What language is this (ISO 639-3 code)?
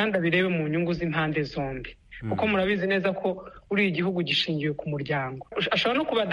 kin